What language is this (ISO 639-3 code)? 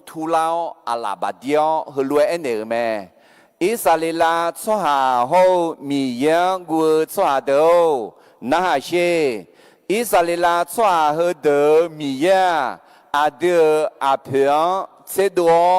ahk